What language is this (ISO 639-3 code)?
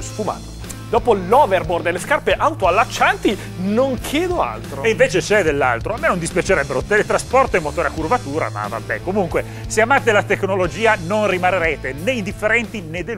ita